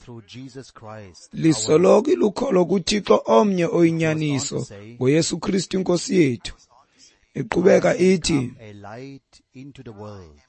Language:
Xhosa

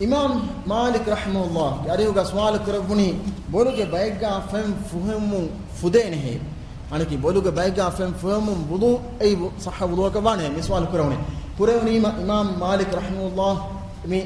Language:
Divehi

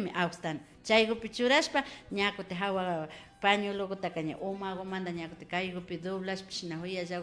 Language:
Imbabura Highland Quichua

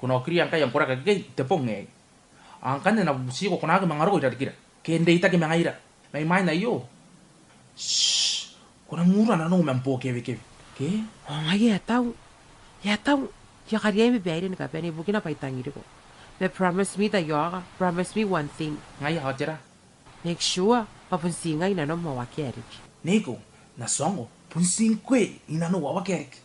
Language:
Gilbertese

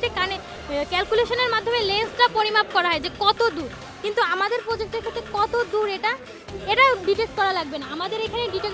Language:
Bangla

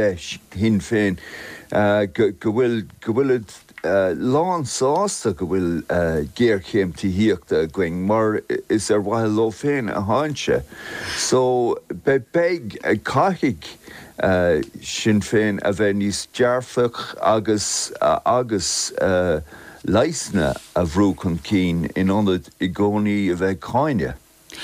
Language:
Irish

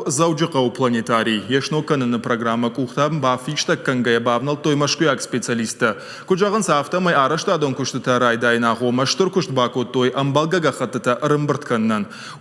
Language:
Ossetic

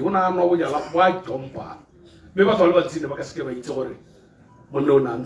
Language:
Tswana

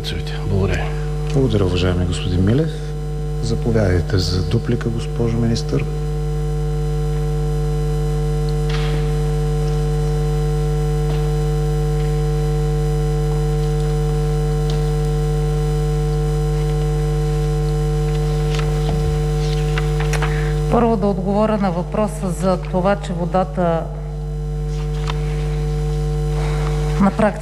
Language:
Bulgarian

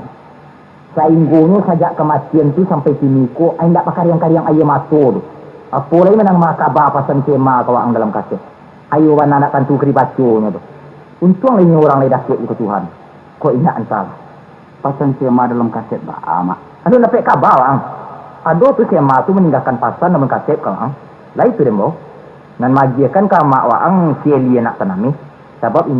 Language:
Minangkabau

